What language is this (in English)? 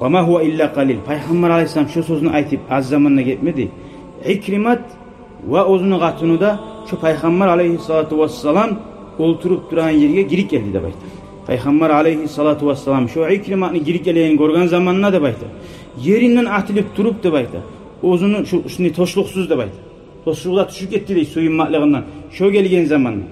Kumyk